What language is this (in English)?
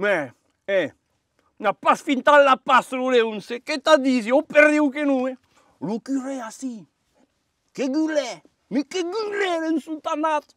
Occitan